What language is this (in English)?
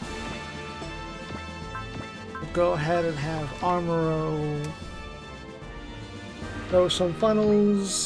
English